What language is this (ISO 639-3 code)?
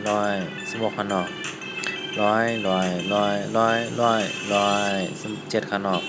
shn